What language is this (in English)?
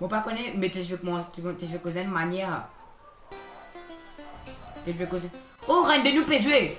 Morisyen